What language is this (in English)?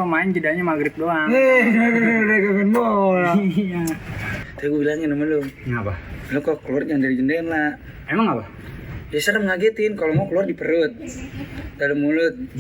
Betawi